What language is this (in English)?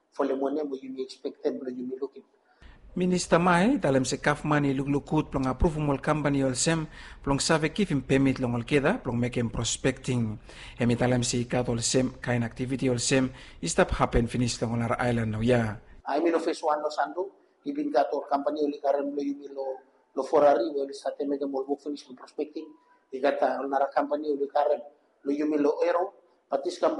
Bislama